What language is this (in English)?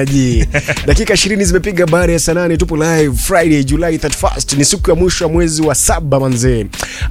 Swahili